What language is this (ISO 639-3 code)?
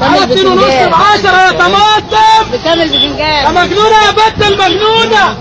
arz